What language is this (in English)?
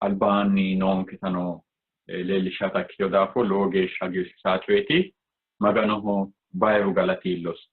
Sidamo